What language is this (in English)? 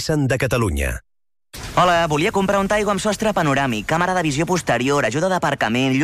Catalan